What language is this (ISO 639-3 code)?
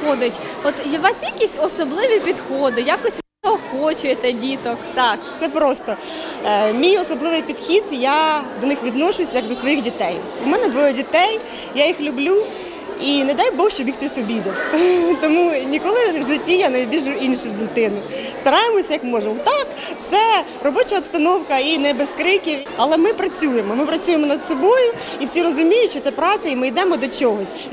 ukr